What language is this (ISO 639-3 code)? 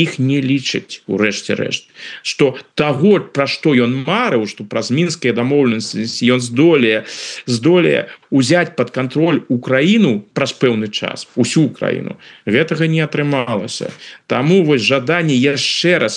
bel